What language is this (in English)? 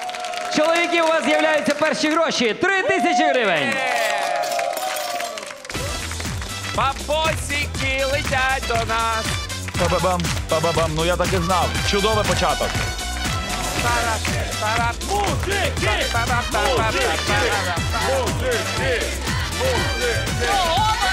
Ukrainian